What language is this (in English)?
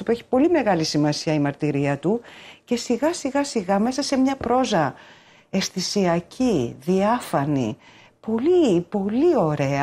Greek